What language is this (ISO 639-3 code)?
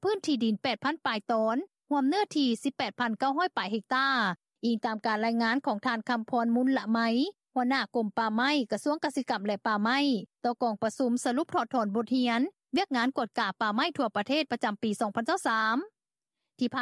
lao